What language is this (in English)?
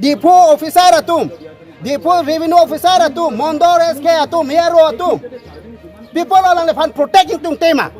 Karbi